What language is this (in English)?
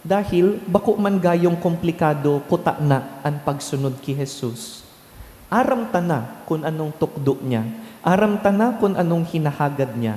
Bikol